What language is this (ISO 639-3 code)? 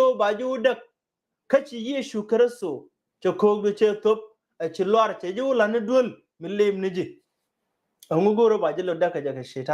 nus